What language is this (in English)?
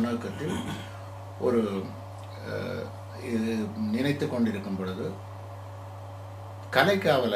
Tamil